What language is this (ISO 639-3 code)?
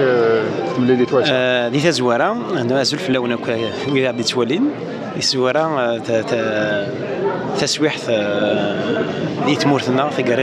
kab